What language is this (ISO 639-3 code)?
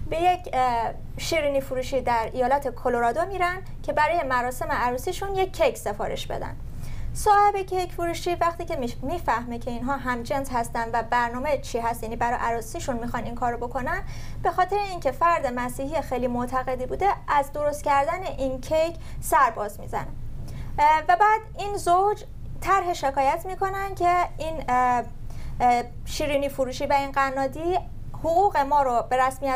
fas